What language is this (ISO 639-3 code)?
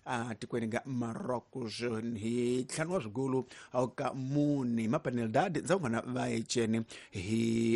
tso